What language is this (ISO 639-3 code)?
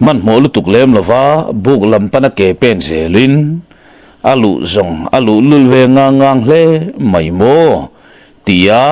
lus